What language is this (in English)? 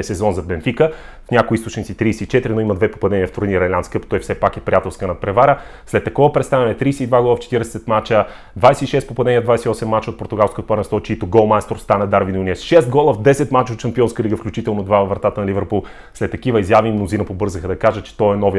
Bulgarian